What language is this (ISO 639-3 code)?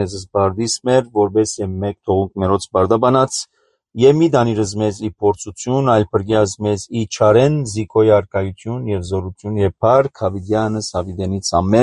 hye